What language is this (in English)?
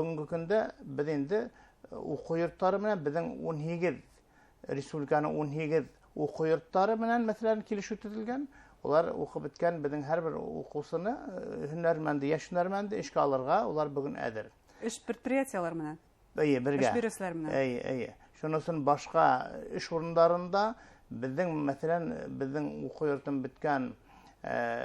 Bashkir